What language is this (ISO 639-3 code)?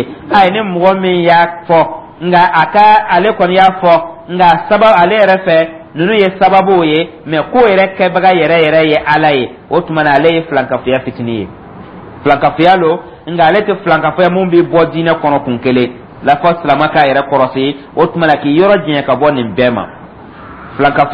dyu